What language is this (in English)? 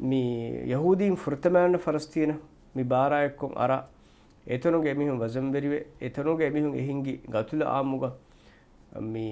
Divehi